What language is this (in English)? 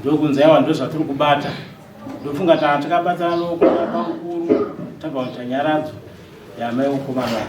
Shona